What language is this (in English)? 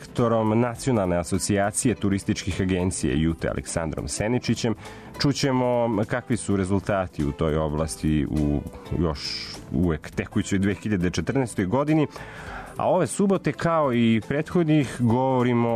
Serbian